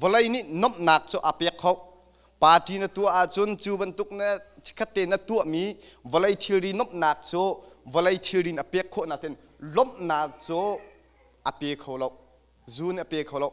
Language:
Hakha Chin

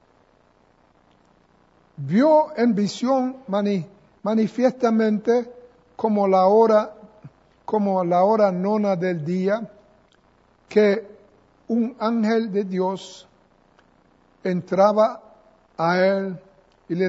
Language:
Spanish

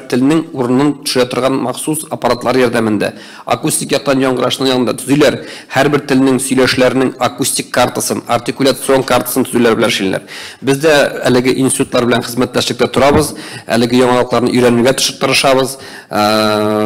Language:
Tatar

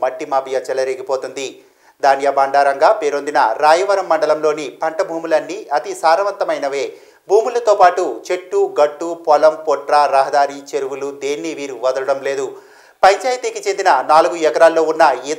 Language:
Telugu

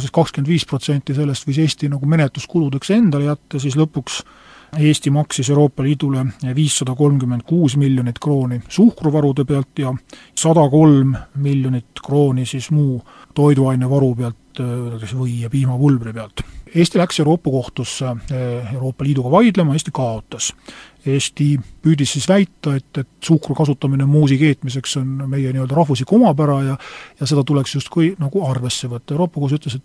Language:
Estonian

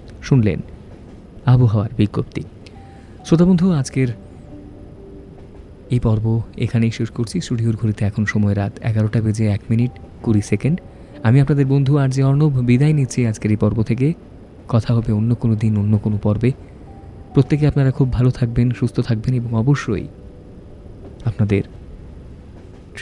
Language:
Bangla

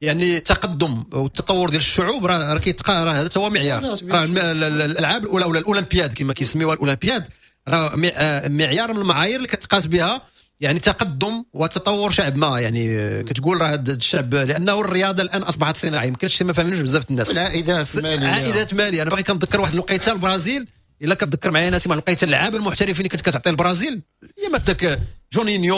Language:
Moroccan Arabic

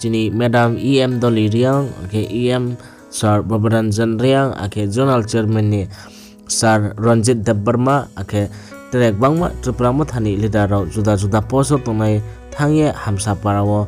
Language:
Riang (India)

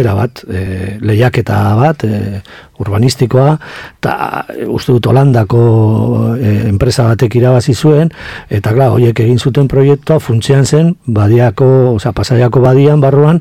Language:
Basque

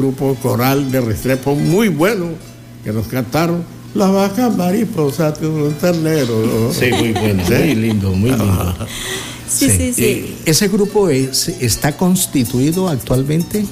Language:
Spanish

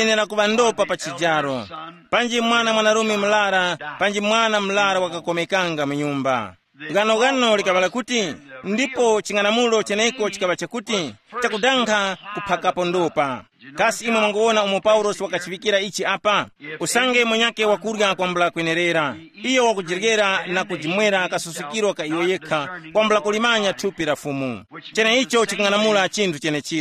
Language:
Tumbuka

